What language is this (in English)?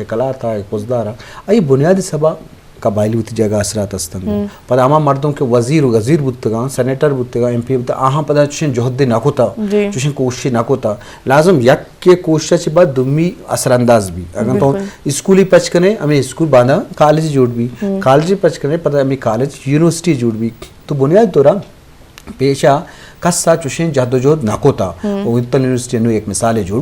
Eastern Balochi